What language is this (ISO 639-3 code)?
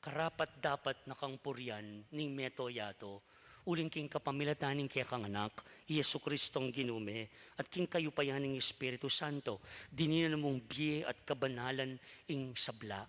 pam